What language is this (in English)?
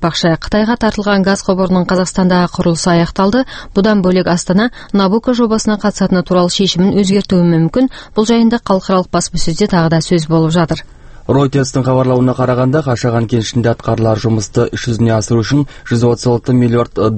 Kazakh